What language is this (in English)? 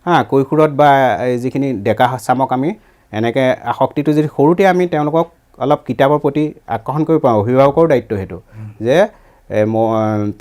Assamese